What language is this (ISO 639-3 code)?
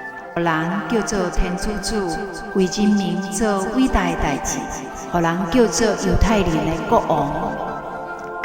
nan